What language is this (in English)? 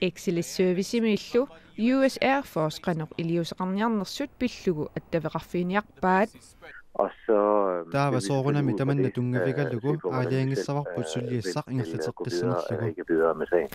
Kalaallisut